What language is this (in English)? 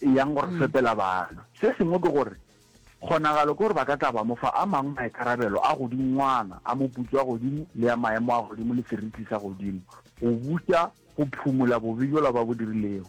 Northern Sotho